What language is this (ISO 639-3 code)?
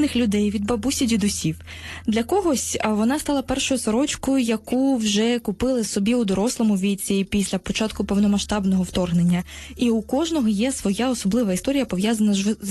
ukr